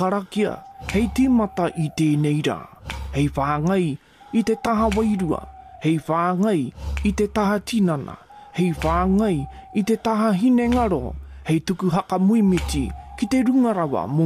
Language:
Māori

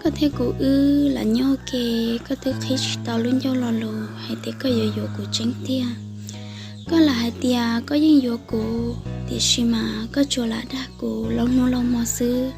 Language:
Hmong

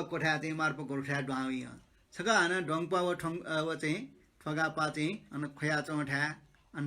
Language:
Newari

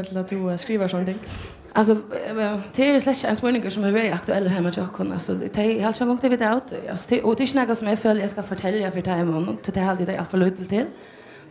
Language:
Faroese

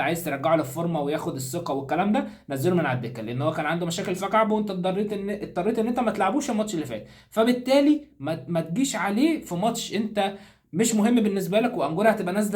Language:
Egyptian Arabic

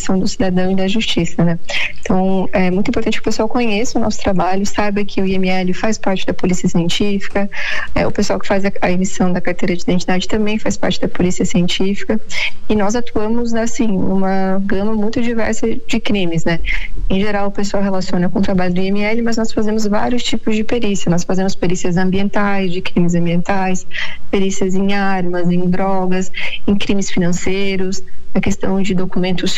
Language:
Portuguese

